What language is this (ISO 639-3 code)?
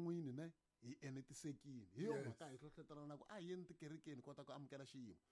tso